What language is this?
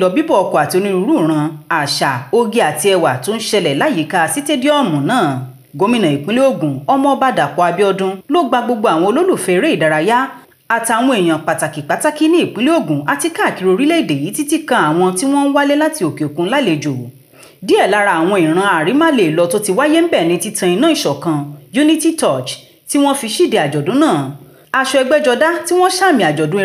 Yoruba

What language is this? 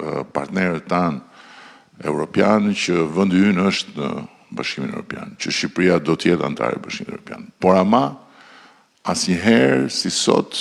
Albanian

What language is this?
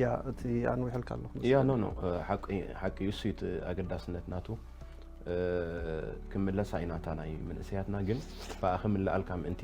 Tigrinya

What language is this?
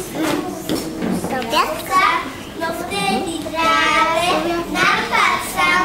Slovak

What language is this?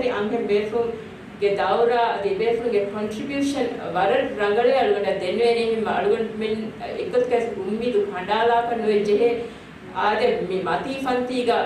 Divehi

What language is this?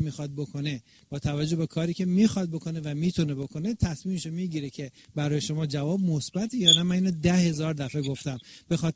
Persian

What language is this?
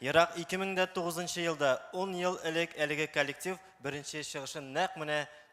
Tatar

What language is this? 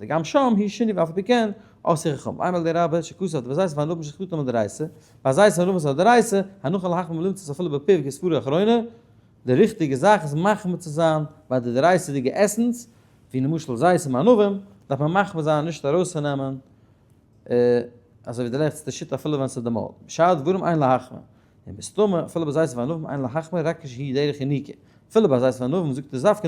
Yiddish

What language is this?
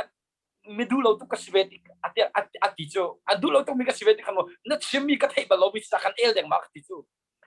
Hakha Chin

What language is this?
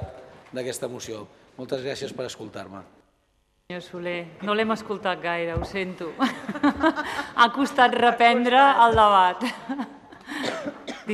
Catalan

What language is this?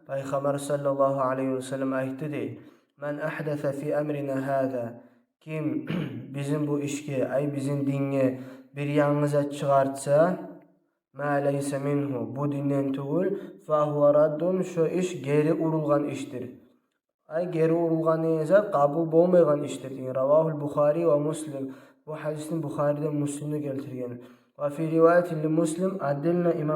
Kumyk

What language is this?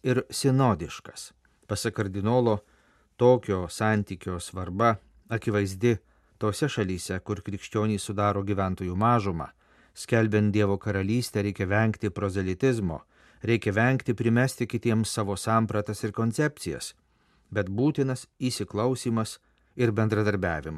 Lithuanian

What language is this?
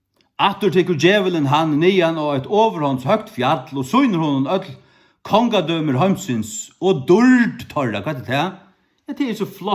Faroese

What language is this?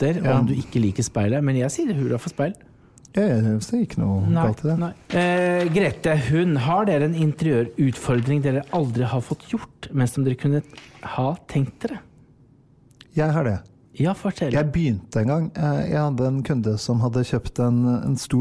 Norwegian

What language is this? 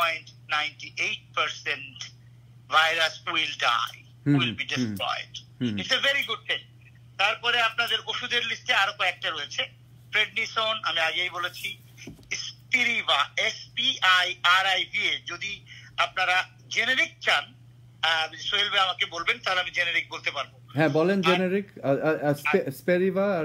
Bangla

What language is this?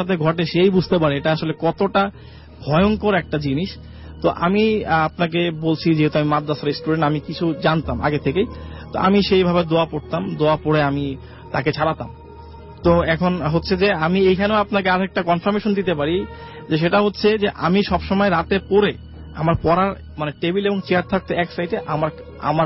Bangla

